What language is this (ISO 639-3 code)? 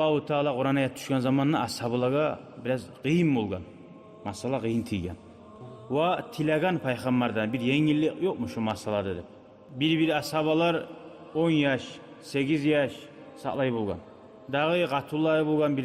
kum